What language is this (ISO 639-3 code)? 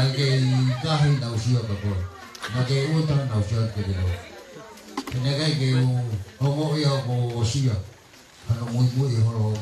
ton